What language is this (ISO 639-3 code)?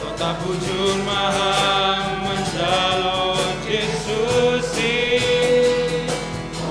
bts